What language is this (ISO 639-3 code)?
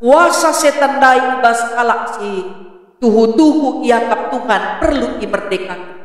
btx